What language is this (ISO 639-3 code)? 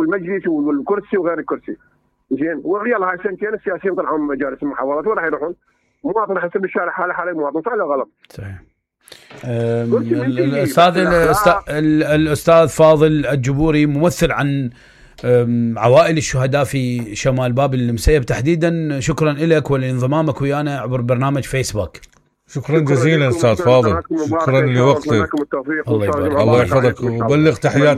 acm